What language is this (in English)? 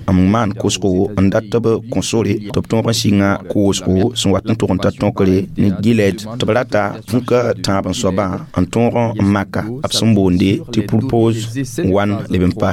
Mossi